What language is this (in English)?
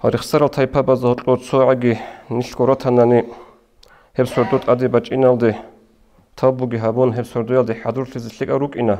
Avaric